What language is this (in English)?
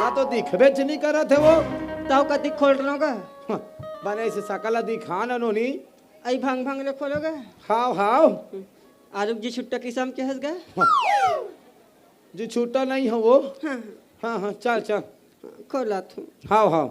Chhattisgarhi